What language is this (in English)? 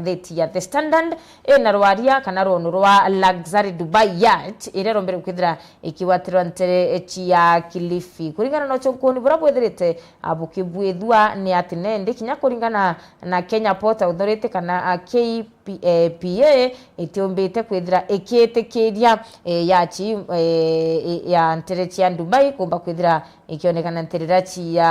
Meru